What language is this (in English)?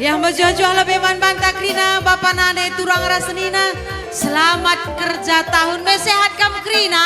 Batak Karo